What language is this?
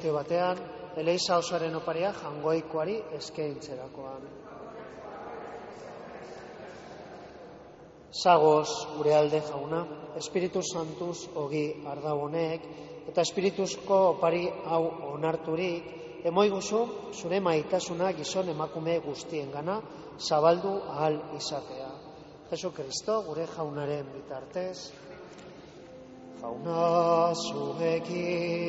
Basque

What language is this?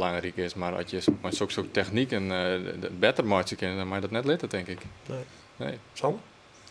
Western Frisian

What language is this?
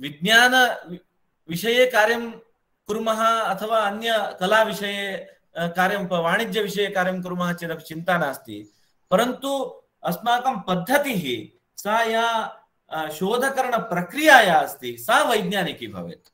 Sanskrit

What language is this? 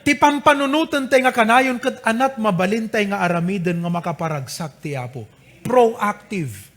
Iloko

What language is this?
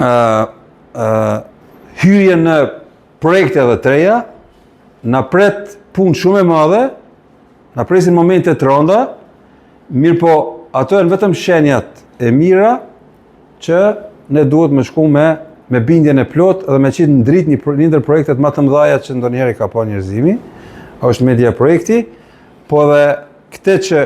Albanian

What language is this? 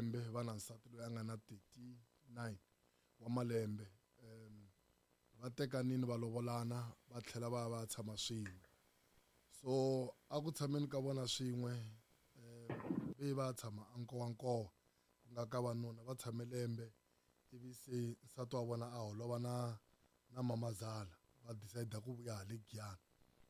Tsonga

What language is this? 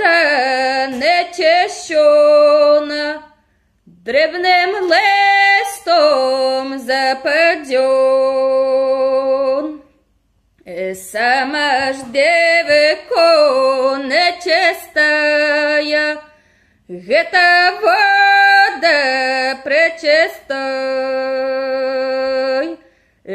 Polish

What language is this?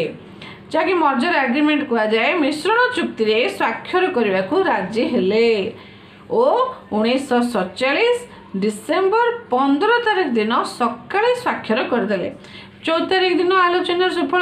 Odia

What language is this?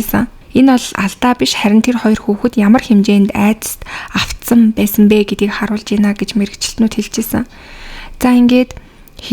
Mongolian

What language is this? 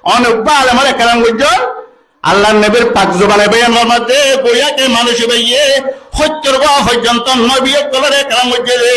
Rohingya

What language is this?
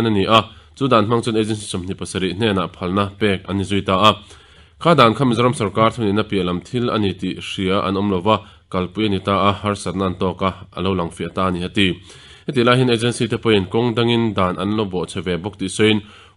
Mizo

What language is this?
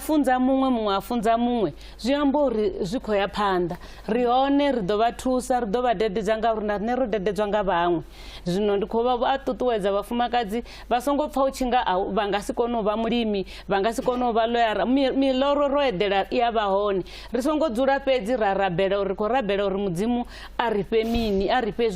Venda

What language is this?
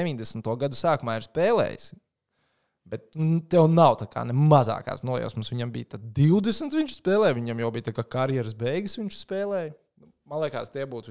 Latvian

